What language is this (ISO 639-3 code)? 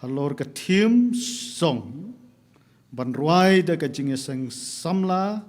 kha